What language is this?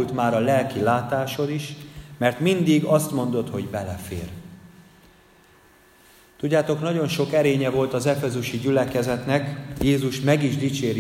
Hungarian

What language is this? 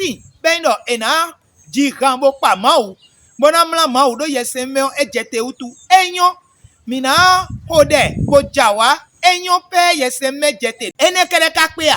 Fon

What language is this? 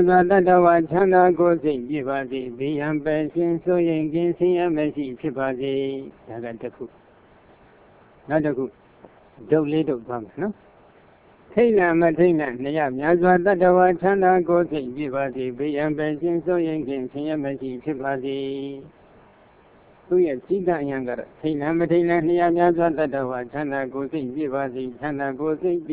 Burmese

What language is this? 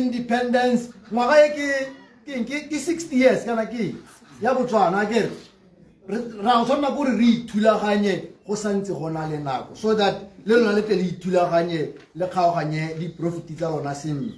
Tswana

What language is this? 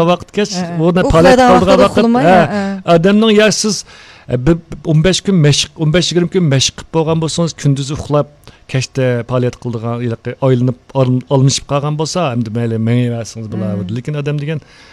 Uyghur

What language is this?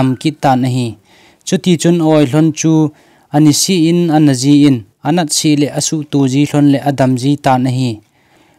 Thado Chin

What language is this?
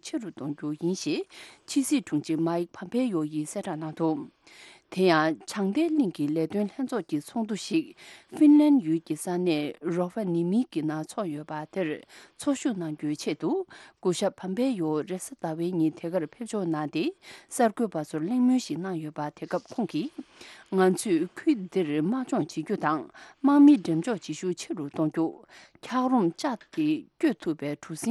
Tibetan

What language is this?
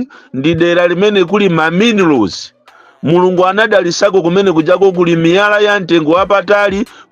Nyanja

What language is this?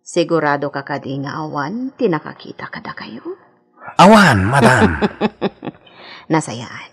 Iloko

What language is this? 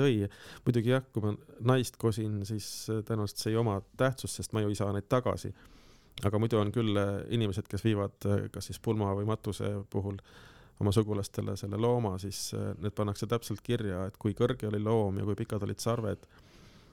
Estonian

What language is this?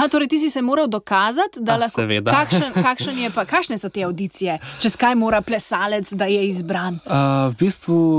Slovenian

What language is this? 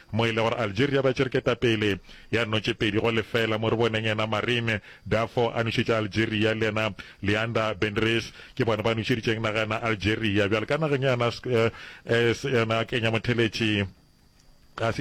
Northern Sotho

